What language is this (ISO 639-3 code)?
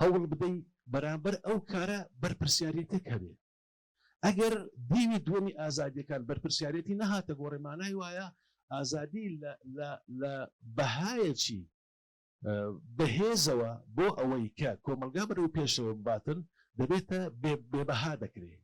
ckb